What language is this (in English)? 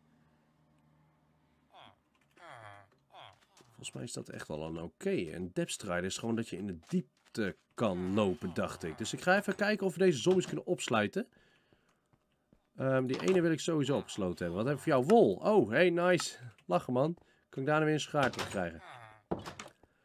Dutch